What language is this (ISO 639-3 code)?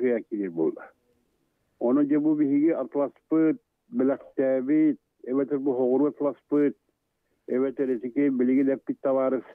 sah